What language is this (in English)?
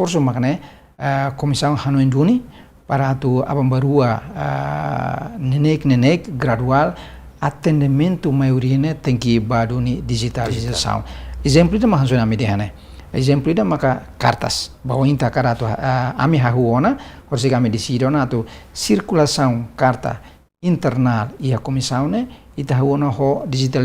Tetum